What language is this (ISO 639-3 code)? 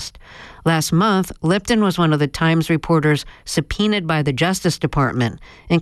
eng